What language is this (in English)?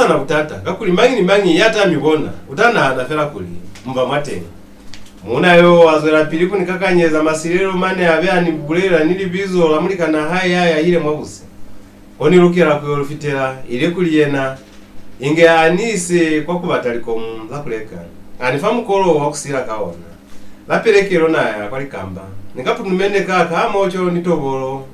Lozi